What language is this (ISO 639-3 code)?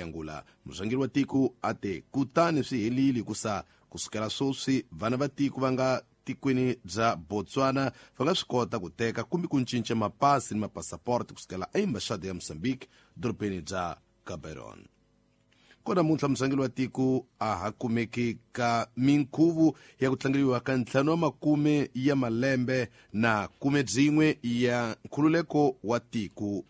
tso